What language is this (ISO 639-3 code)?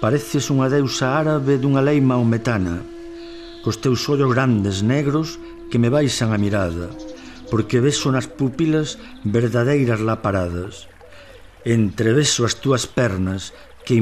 glg